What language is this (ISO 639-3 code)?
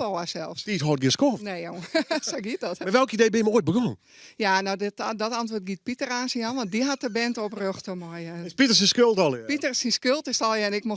fry